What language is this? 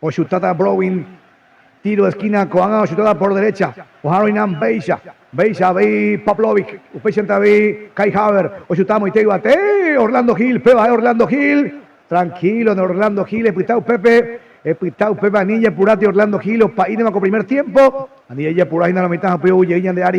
Guarani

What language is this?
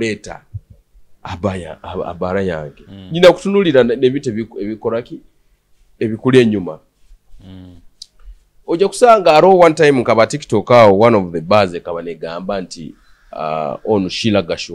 Tooro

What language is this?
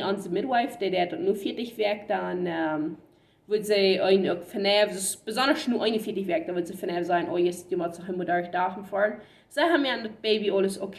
Plautdietsch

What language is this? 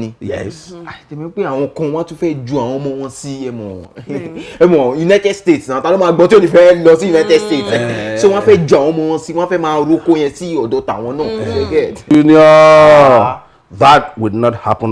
Yoruba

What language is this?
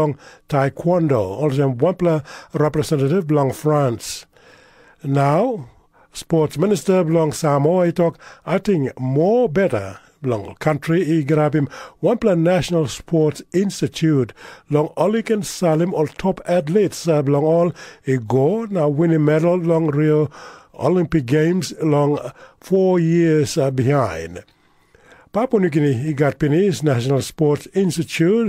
Tok Pisin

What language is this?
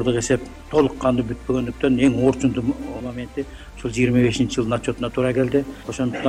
Kyrgyz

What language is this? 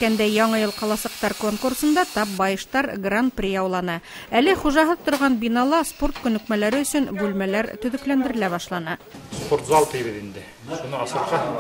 Bashkir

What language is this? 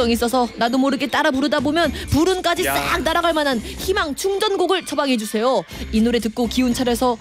Korean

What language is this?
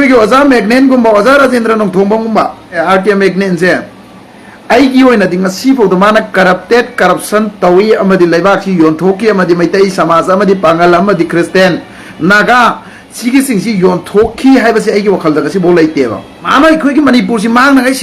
Manipuri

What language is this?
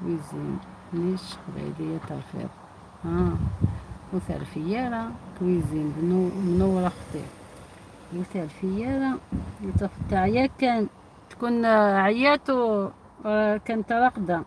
Algerian Arabic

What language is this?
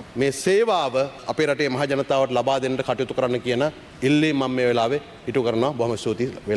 Sinhala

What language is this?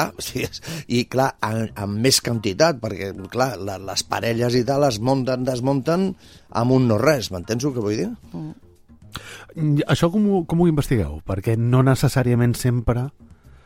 Catalan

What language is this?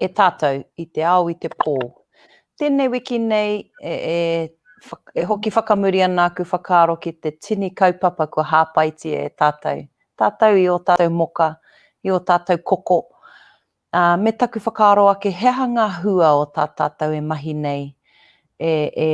Māori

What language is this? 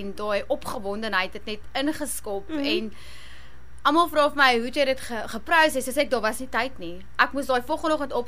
Afrikaans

